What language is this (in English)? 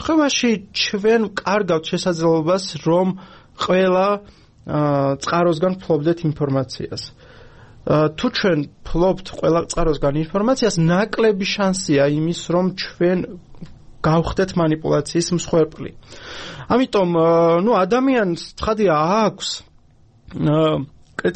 Georgian